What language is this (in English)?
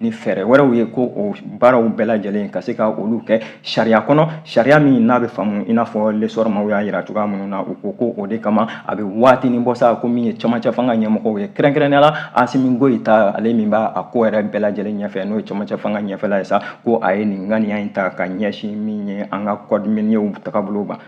Bambara